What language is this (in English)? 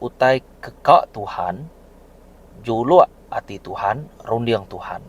Iban